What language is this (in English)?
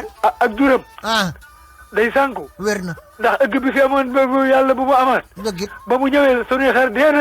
Wolof